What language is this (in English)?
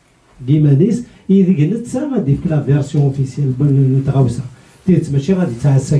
Kabyle